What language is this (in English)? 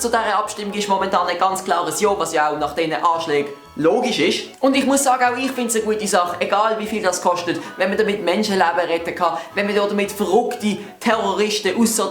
Swiss German